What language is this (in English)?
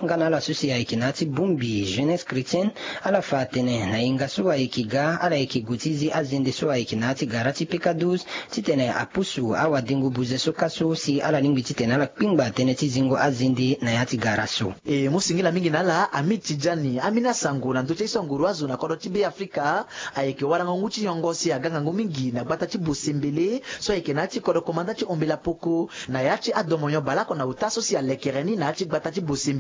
Sango